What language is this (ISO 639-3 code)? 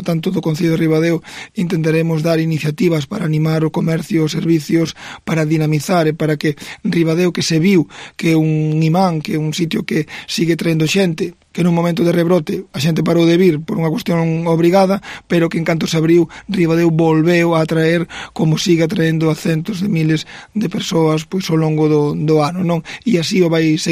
glg